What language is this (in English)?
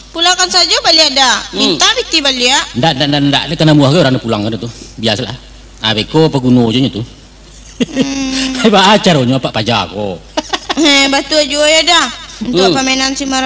Minangkabau